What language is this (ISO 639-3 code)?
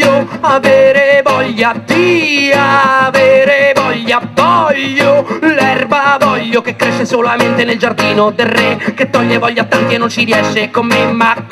ita